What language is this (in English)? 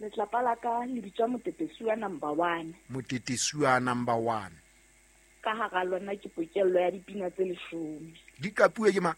Southern Sotho